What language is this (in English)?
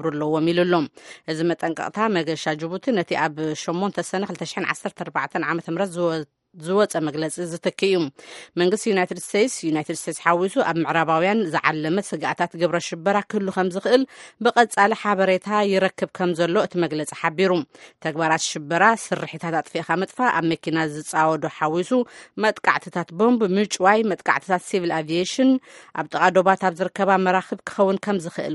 Tigrinya